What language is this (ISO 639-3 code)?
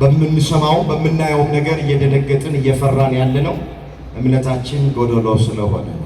amh